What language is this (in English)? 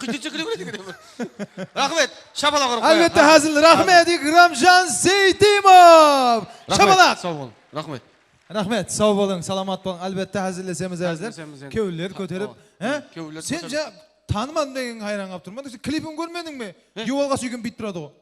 Kara-Kalpak